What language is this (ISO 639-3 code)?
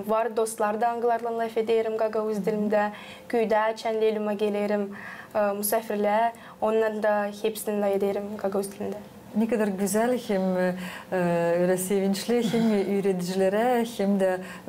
gag